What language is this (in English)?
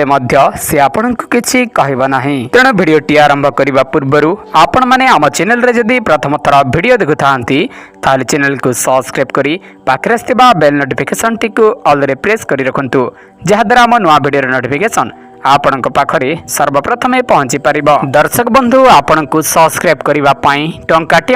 Odia